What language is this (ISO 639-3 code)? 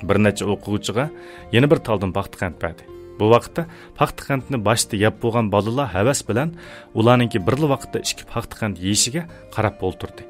uig